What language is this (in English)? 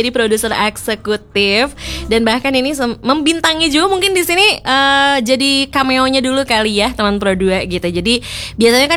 Indonesian